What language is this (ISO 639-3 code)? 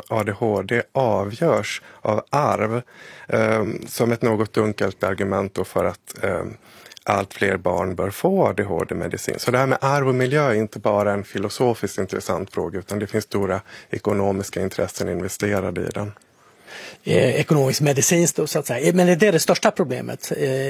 swe